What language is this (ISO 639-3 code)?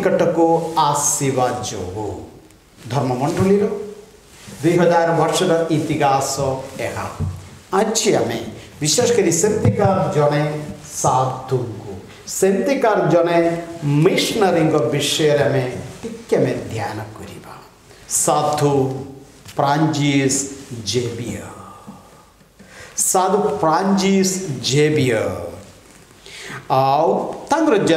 ori